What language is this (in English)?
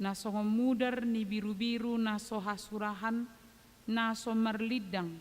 Batak Toba